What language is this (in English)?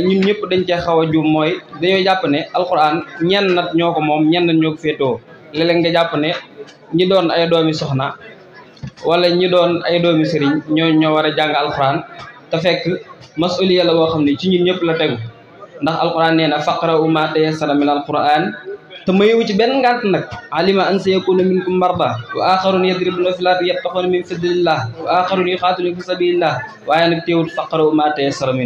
Wolof